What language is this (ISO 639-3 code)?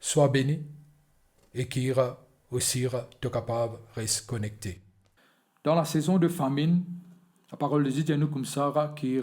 mfe